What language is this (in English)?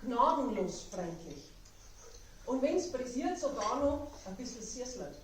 Bavarian